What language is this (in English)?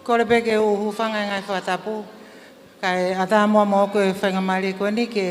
Tongan